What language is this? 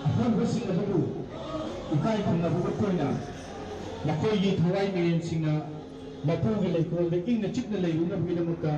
Manipuri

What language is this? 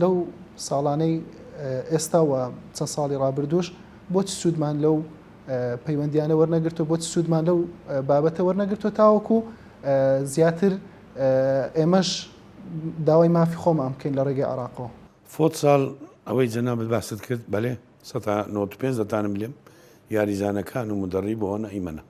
Central Kurdish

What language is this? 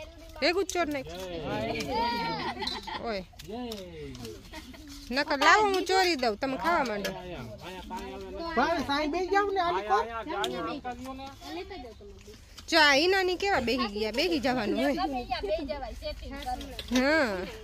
Gujarati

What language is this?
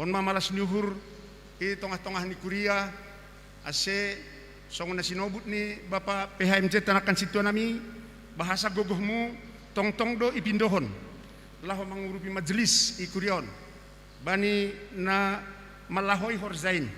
Batak Simalungun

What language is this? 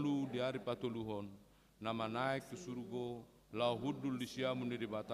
Batak Toba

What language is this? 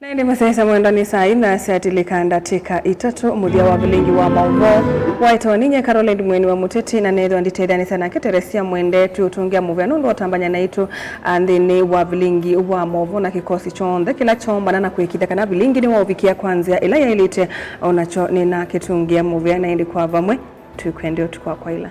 Kamba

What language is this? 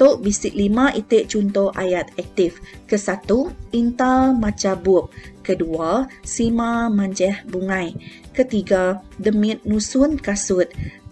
Iban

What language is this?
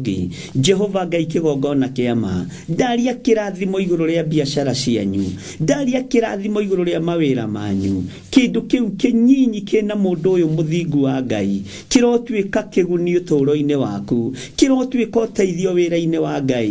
Kikuyu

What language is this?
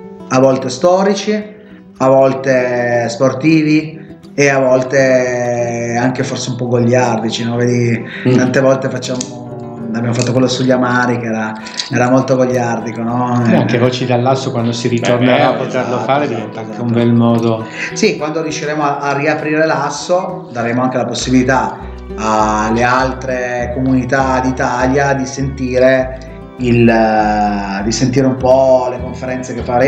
Italian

